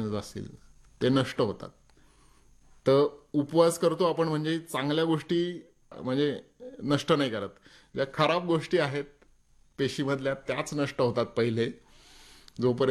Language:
Marathi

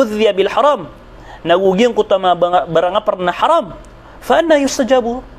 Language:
Maranao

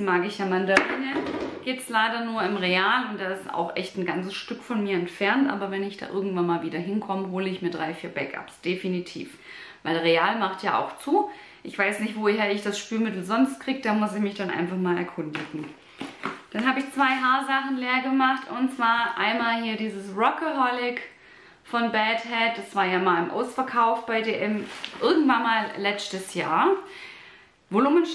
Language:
German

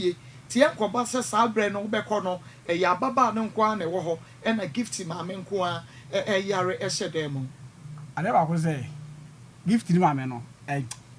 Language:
Akan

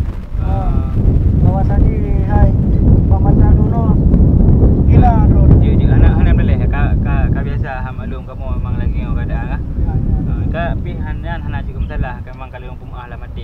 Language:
Achinese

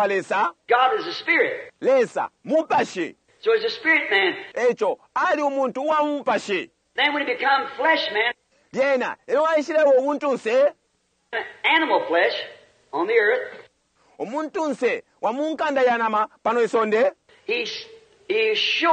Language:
Bemba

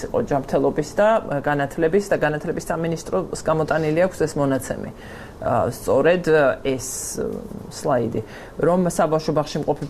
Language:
Georgian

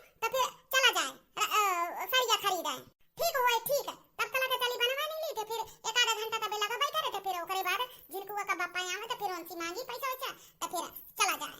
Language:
Awadhi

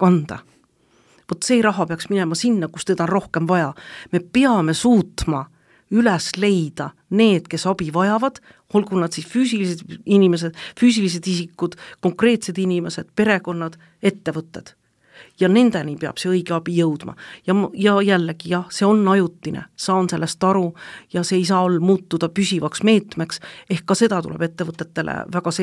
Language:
Estonian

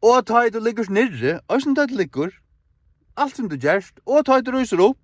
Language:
Faroese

